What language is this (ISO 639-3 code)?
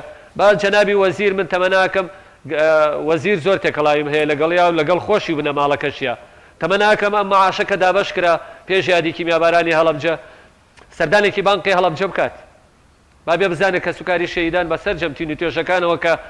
ckb